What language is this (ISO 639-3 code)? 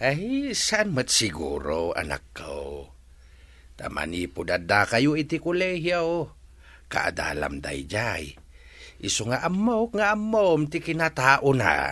ilo